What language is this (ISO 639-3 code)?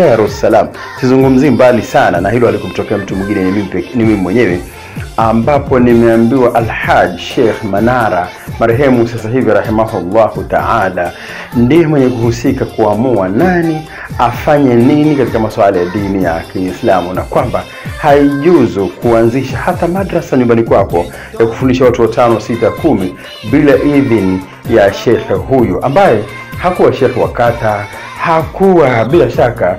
swa